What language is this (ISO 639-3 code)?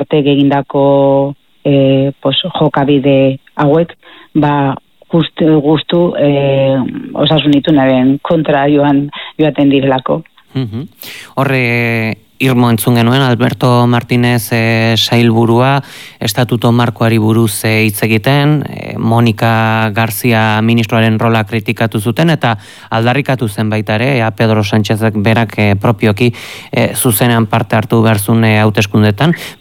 eus